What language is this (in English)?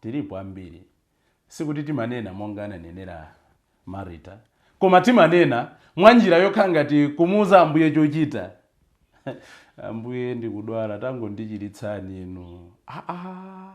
Nyanja